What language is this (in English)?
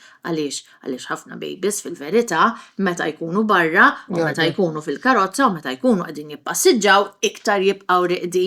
Maltese